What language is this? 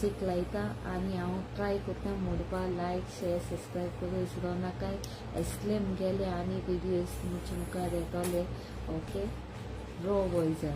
Konkani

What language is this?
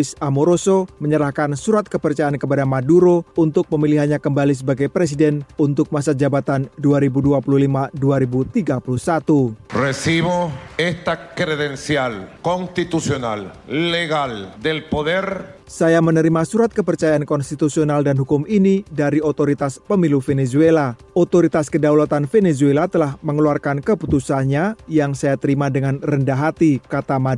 Indonesian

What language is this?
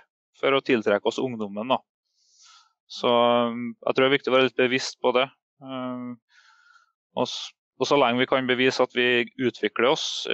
Norwegian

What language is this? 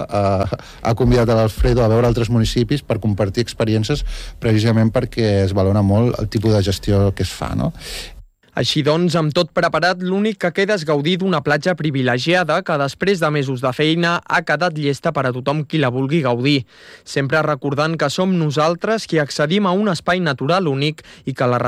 Catalan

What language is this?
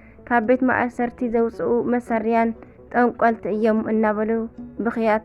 Tigrinya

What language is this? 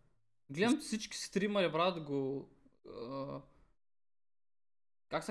Bulgarian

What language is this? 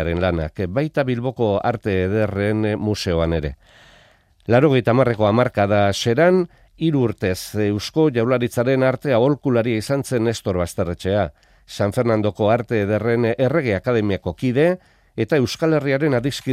Basque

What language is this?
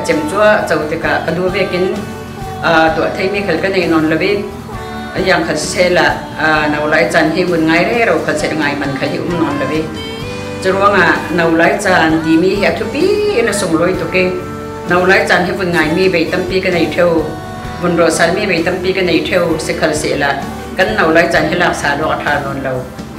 Falam Chin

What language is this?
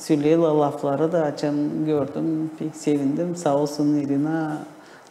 Gagauz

